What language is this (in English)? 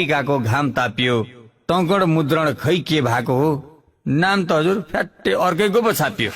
Nepali